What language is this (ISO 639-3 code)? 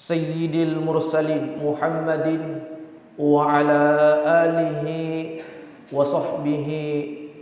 bug